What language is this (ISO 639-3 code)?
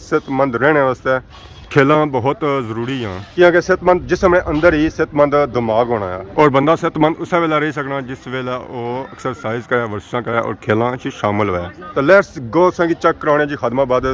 phr